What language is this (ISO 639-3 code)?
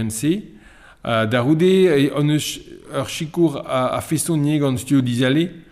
bre